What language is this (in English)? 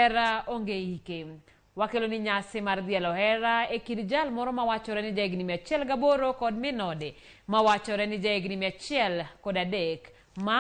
Luo (Kenya and Tanzania)